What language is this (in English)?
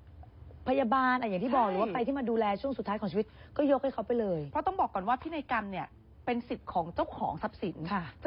Thai